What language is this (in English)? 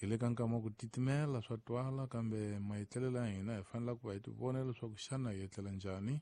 Tsonga